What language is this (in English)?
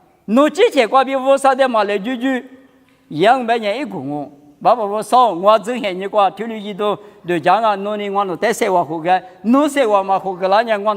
Lisu